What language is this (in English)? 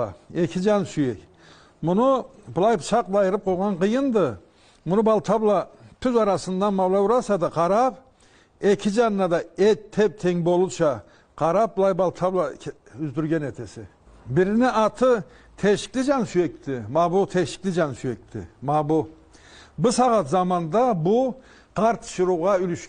Karachay-Balkar